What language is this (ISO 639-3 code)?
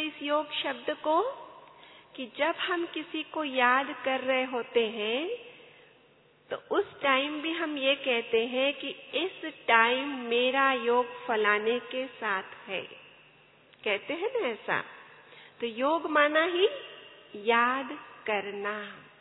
hin